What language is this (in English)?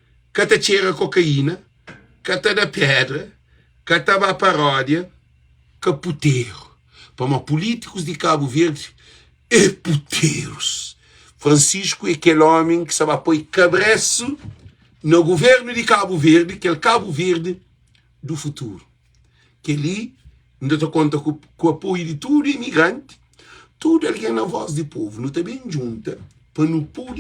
Kabuverdianu